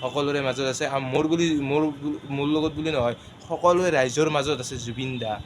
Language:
Assamese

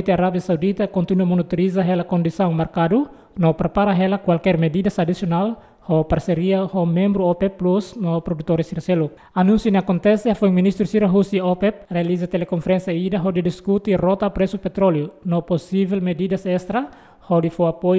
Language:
Tetum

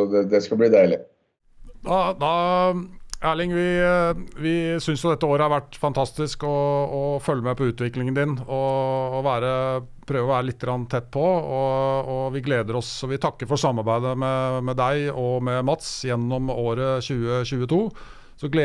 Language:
Norwegian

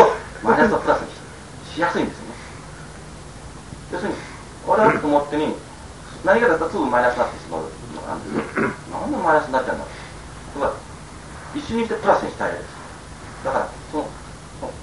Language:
Japanese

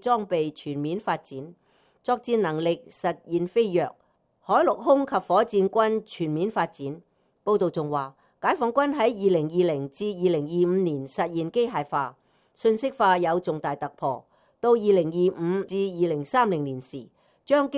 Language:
Cantonese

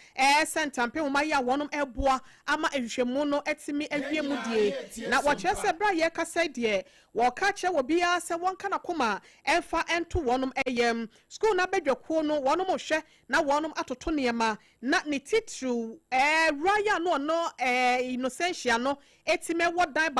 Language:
Akan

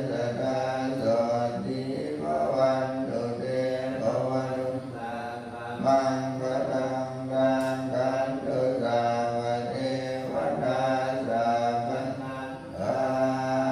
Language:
Pali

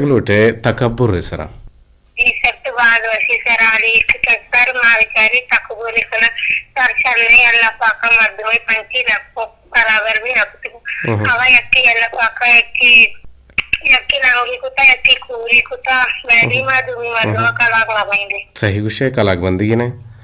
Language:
Eastern Balochi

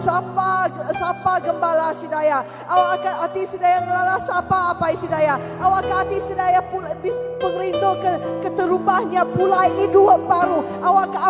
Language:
Iban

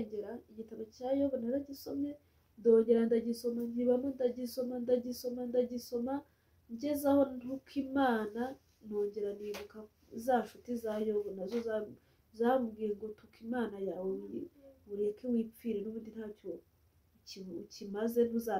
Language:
Kinyarwanda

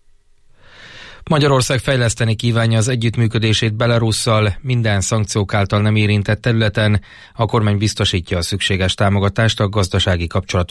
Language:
Hungarian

